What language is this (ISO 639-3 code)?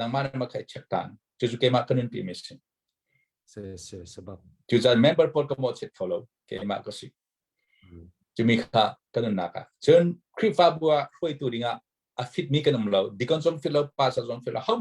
cnh